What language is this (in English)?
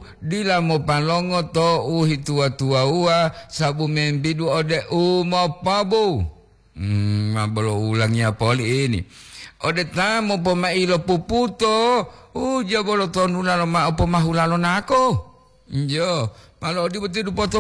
Gorontalo